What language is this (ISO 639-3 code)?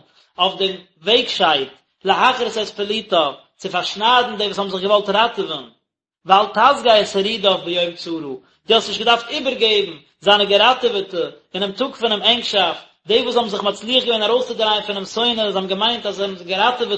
yid